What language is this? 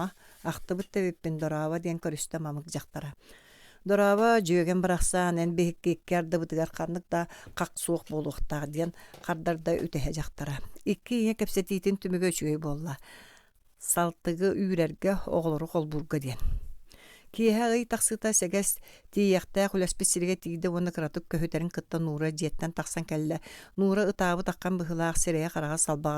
Yakut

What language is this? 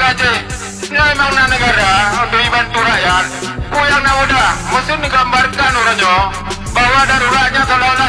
Achinese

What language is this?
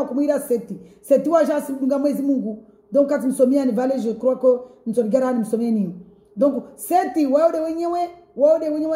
Swahili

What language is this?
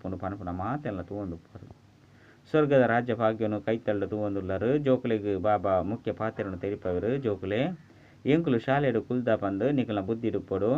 Tulu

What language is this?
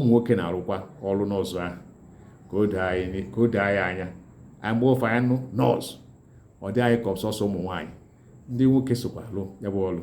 Igbo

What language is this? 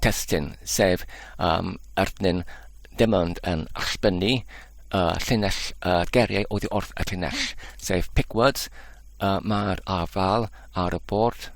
Welsh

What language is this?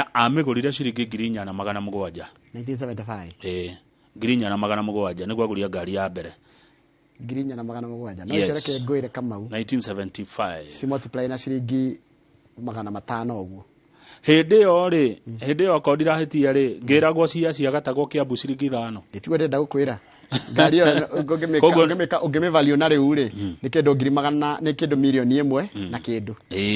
Kikuyu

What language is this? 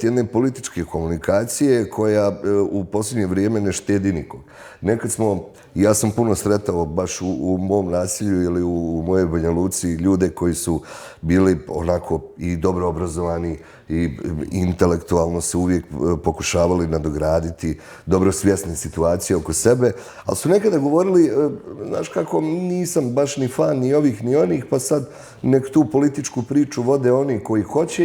Bosnian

